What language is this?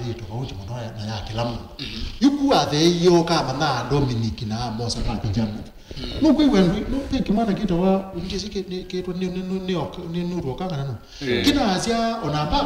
Kamba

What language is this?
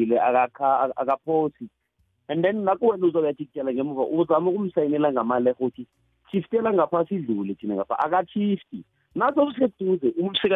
South Ndebele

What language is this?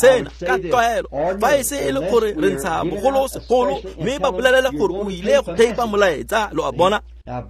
Tswana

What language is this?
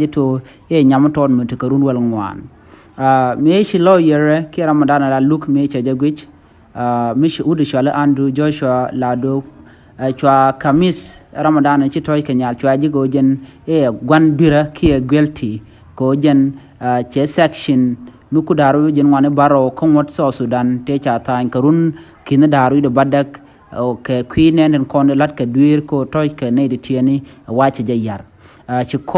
Nuer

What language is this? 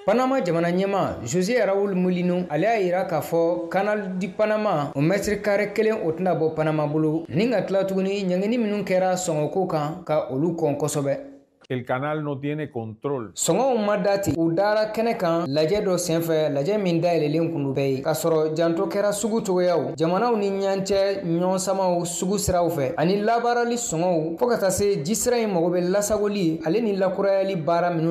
Bambara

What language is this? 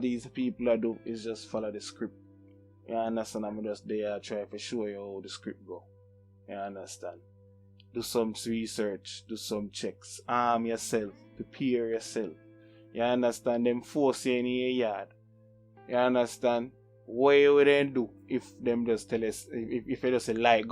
Jamaican Creole English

